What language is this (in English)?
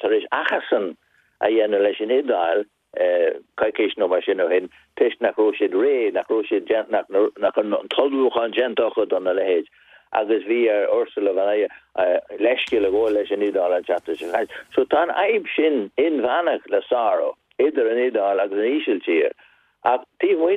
Irish